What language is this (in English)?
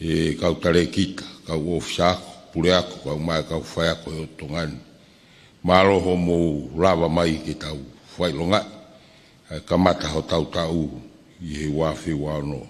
Tongan